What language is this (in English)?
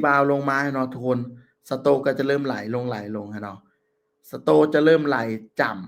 Lao